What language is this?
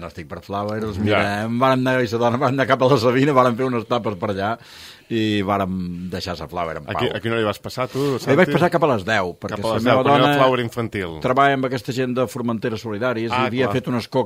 Catalan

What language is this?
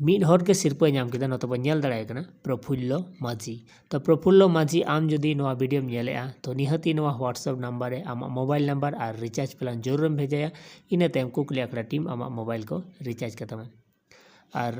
Santali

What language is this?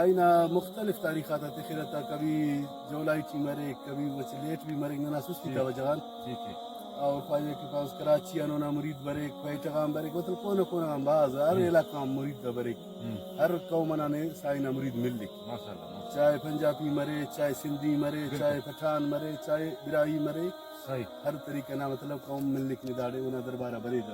Brahui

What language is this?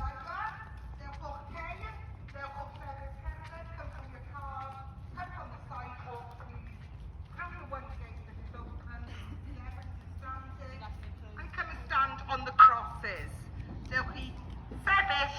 Welsh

